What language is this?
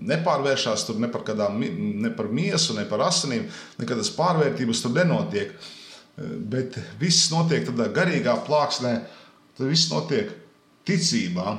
Latvian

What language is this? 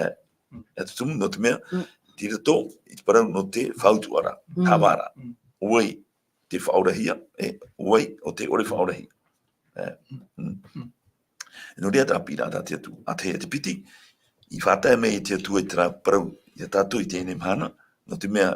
Tahitian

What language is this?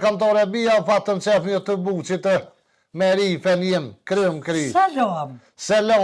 Albanian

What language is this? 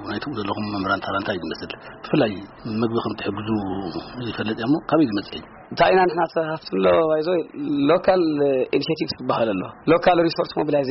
Tigrinya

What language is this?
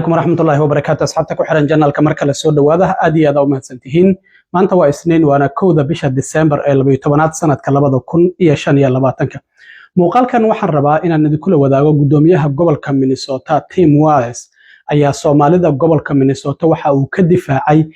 Somali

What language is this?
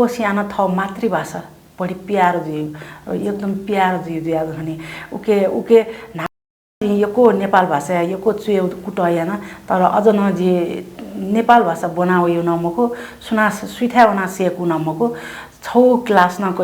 Newari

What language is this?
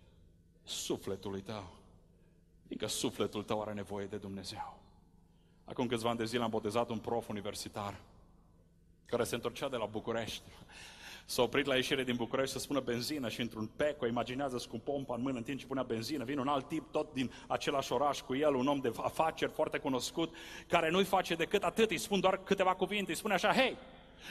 Romanian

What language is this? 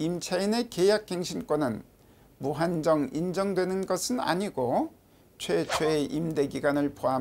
Korean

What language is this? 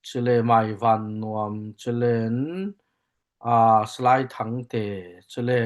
Falam Chin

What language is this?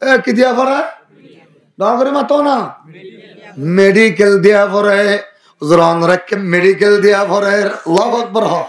Rohingya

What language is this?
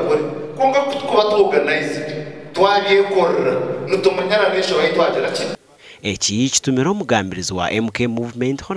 Nyankole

